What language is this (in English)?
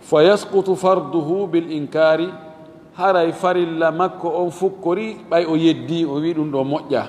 Fula